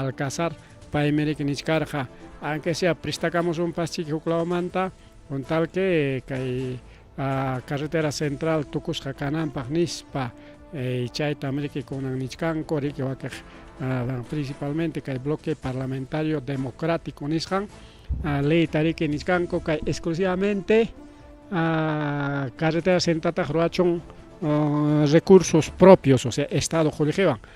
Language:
Ayacucho Quechua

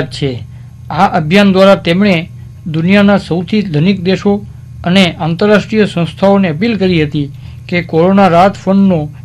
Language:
Gujarati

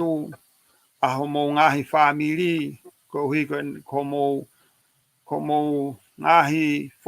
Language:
Tongan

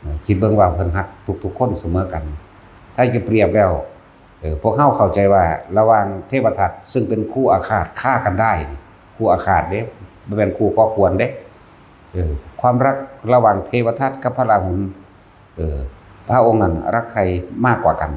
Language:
Northeastern Thai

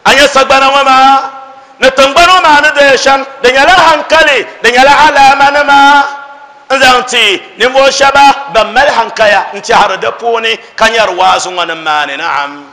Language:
Dagbani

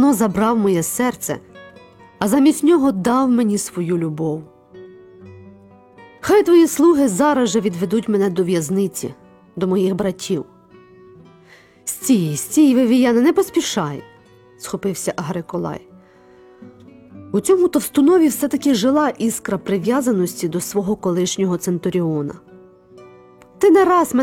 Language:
Ukrainian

